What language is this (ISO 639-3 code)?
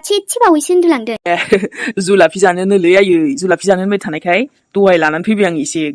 brx